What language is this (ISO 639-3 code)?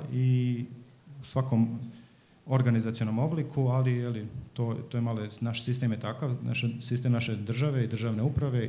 srp